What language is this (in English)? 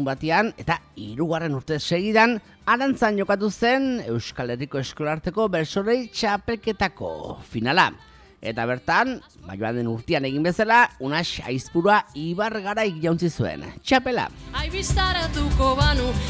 Basque